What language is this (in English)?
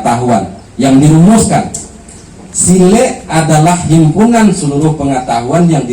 Minangkabau